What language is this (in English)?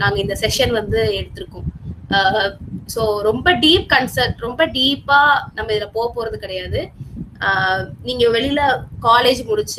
Tamil